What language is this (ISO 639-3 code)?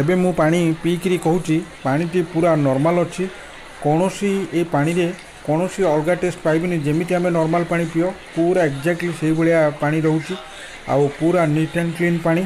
ori